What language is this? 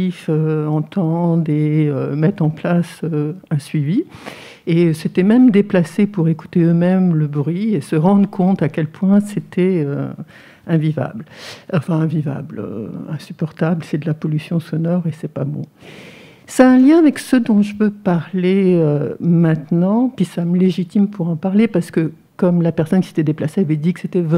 French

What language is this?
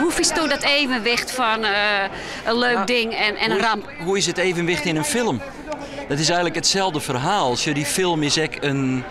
Western Frisian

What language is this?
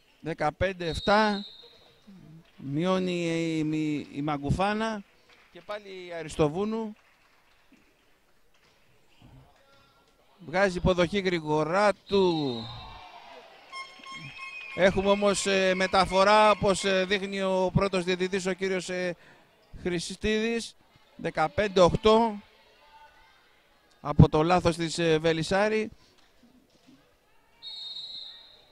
Greek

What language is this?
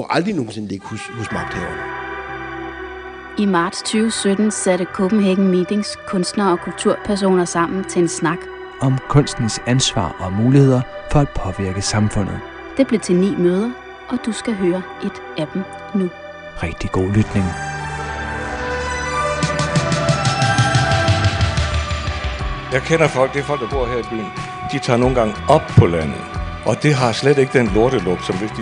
Danish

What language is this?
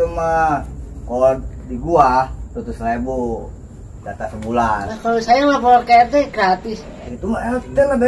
Betawi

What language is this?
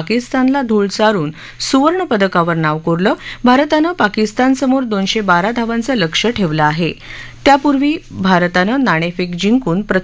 Marathi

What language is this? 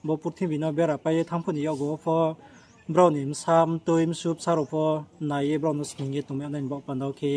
Riang (India)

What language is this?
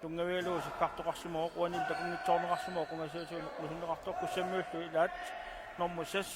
Kalaallisut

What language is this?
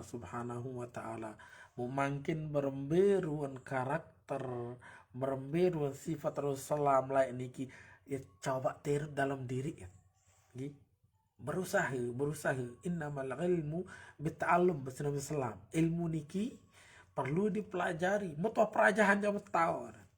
Sasak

